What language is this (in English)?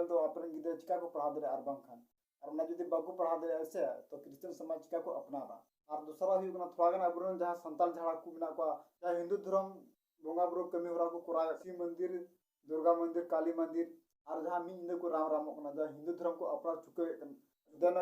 Santali